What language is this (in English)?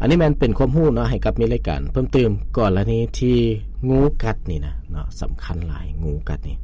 Lao